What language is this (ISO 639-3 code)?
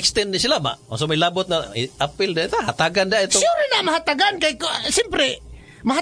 ceb